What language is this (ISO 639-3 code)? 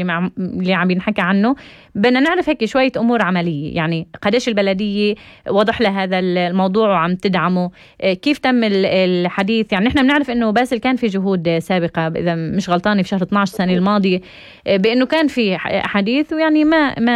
apc